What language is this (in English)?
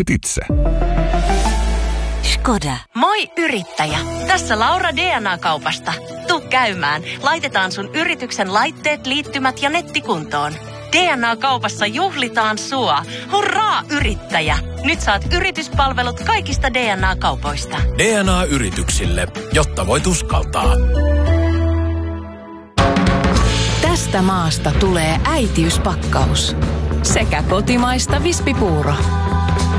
Finnish